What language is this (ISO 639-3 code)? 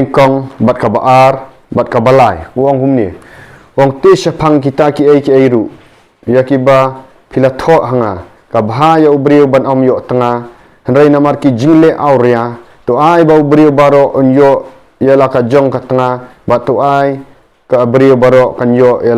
kha